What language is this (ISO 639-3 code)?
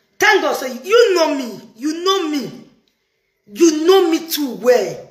pcm